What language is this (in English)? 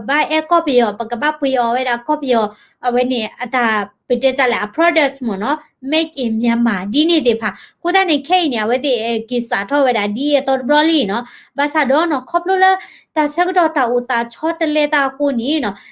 S'gaw Karen